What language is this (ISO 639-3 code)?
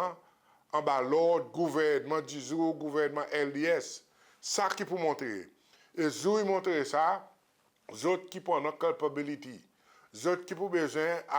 crs